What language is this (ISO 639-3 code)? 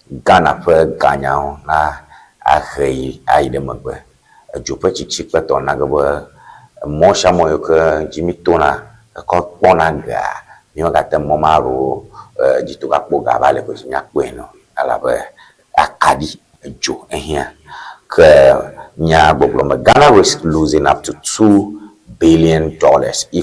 ewe